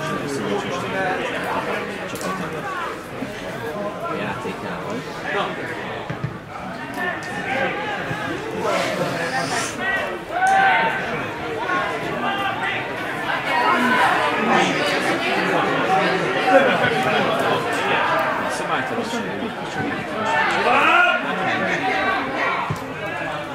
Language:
Hungarian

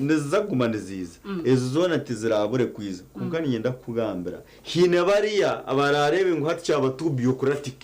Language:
Nyankole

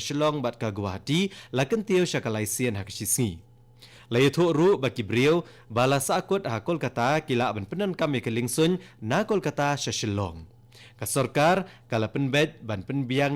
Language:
Khasi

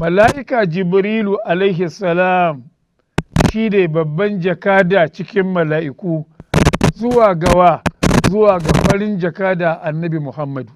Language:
Hausa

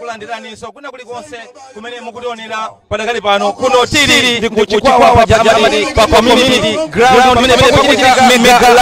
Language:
Nyanja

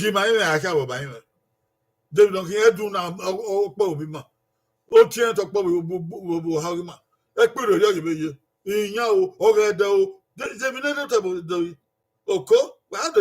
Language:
Bini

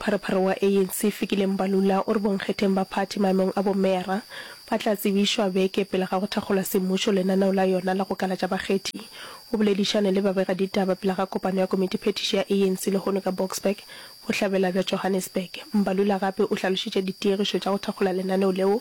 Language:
Northern Sotho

